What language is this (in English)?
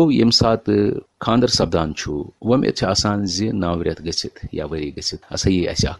Kashmiri